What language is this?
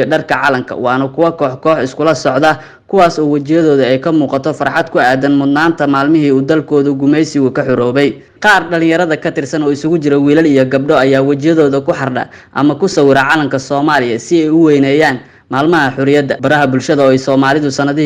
Somali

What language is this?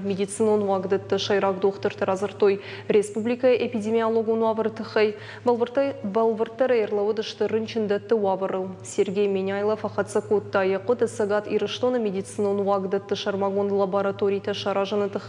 Ossetic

